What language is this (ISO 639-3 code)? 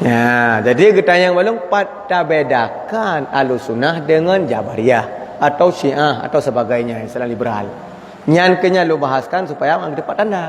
ace